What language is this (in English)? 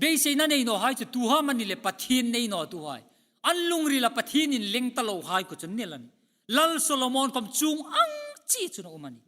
Hmar